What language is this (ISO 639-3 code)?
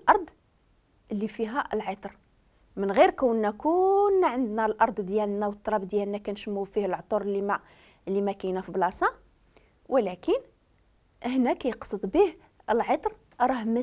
ary